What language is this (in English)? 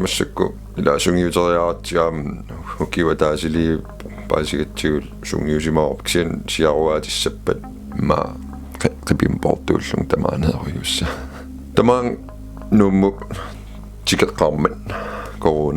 Kalaallisut